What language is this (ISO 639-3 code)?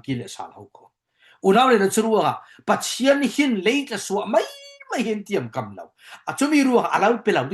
cfm